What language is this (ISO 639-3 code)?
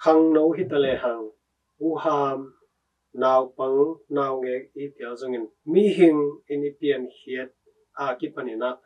ctd